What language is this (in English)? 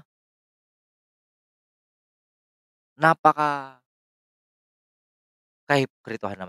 Filipino